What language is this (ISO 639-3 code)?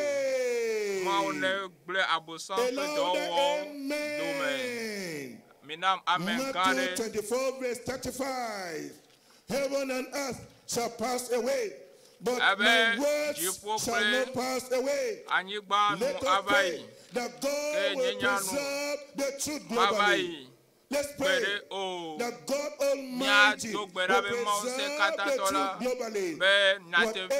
ewe